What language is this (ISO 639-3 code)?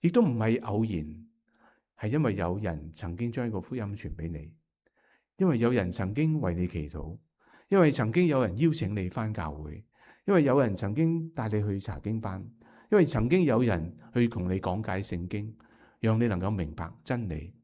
yue